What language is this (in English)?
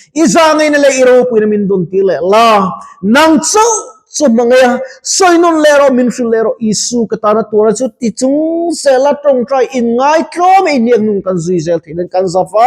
Mizo